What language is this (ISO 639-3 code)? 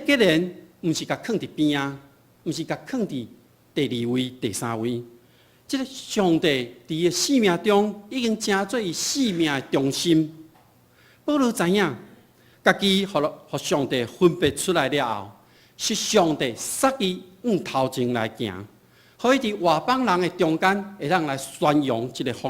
nan